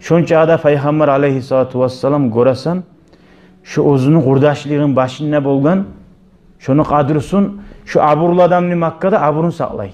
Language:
Kumyk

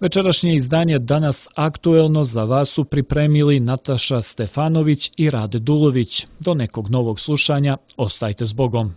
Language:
Serbian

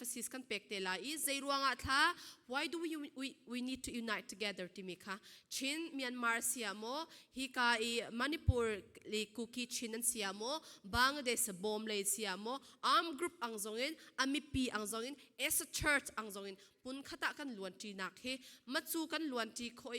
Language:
Falam Chin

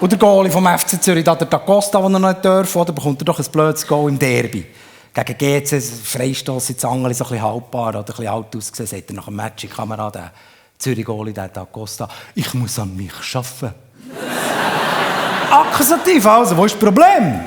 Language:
Swiss German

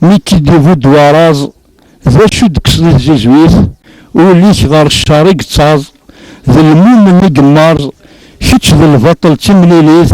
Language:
Kabyle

